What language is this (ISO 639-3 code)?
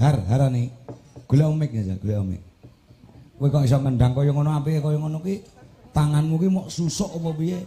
jav